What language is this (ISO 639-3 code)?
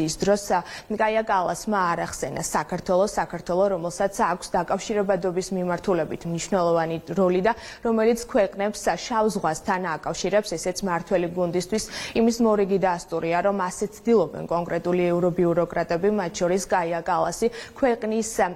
kat